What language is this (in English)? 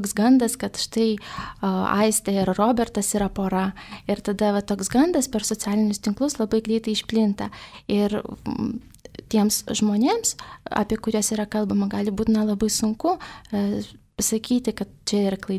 Lithuanian